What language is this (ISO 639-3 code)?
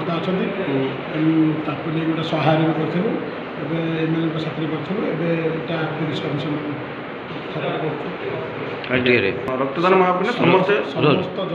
ori